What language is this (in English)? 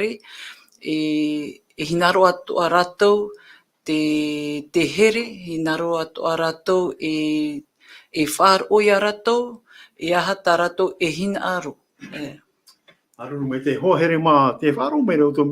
Tahitian